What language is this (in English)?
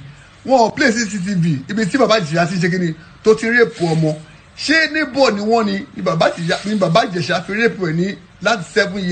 Yoruba